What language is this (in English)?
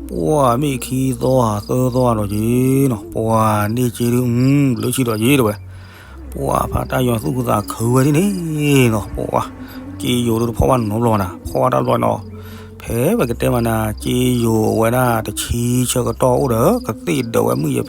S'gaw Karen